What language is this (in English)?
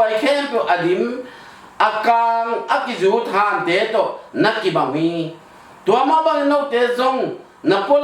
Tedim Chin